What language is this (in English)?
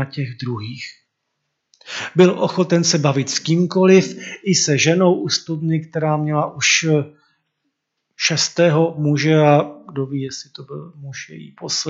Czech